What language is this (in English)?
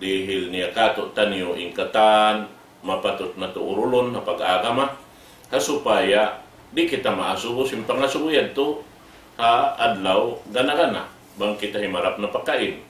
Tausug